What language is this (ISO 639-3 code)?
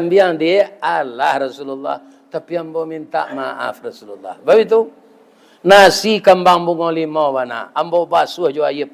min